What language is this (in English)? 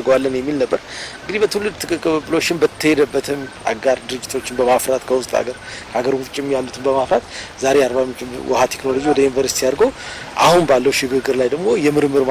Amharic